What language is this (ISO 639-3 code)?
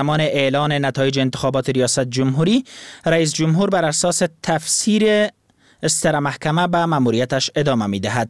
fas